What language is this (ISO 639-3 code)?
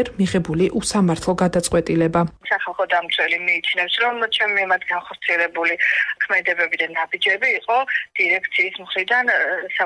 kat